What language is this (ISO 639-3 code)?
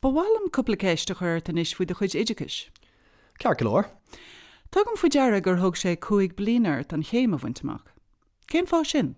gle